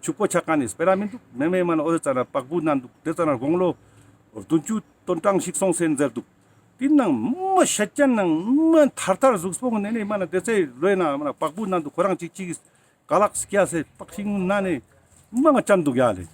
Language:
Ladakhi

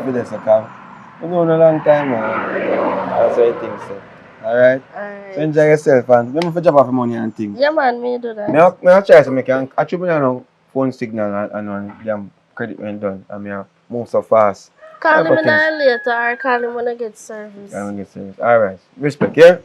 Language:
Jamaican Creole English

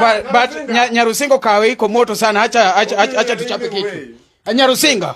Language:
Luo (Kenya and Tanzania)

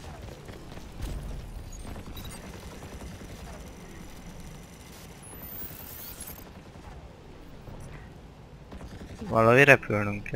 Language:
Hungarian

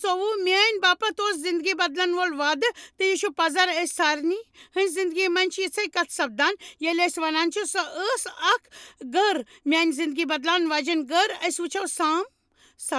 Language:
Kashmiri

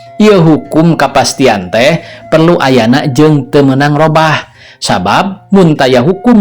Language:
Sundanese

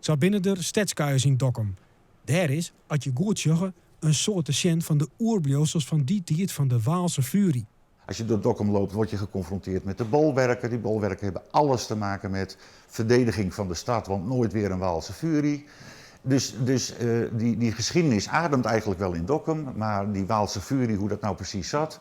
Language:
Western Frisian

